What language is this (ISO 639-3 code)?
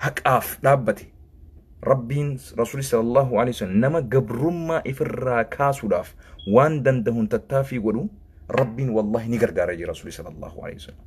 orm